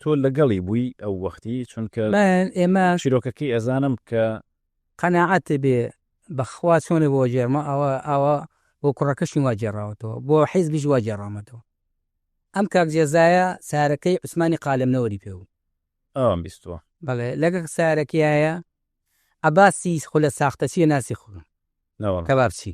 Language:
Central Kurdish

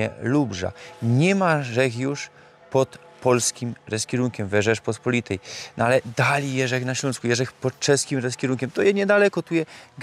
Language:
Silesian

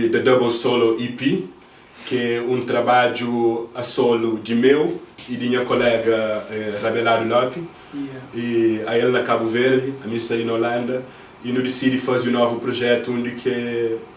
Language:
Kabuverdianu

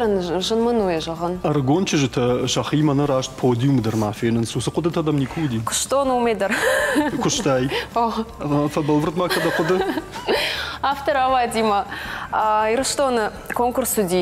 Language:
Ossetic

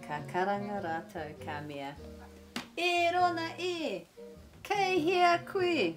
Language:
Māori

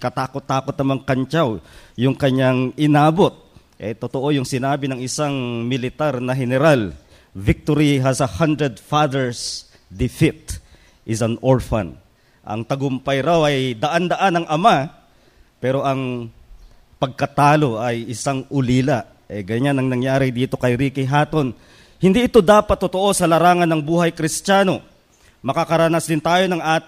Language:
Filipino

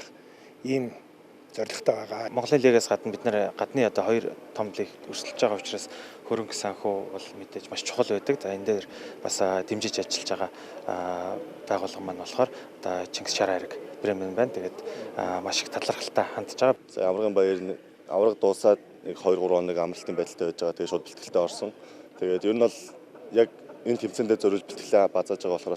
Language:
Mongolian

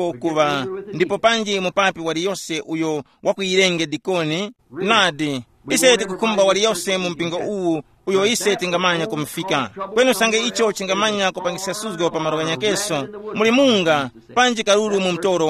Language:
Tumbuka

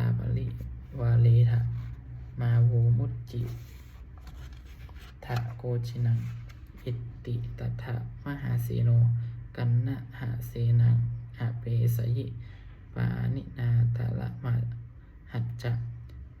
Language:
Pali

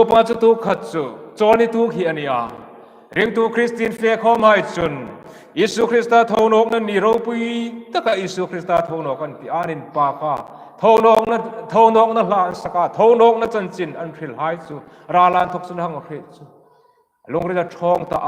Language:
Hmar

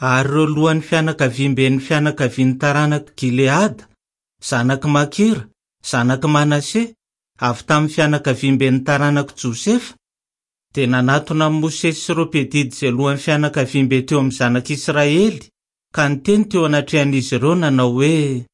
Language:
Malagasy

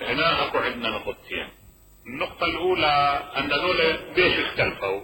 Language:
Mesopotamian Arabic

